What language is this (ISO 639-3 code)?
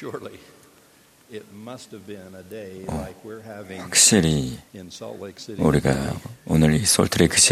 kor